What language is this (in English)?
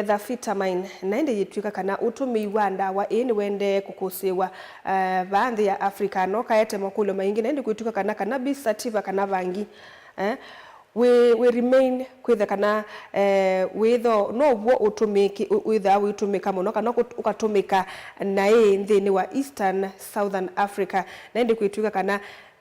Kamba